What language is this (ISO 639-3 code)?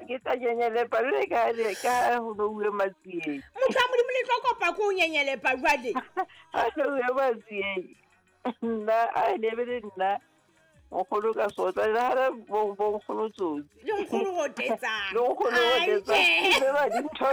sot